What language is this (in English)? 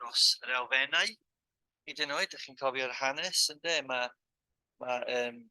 Welsh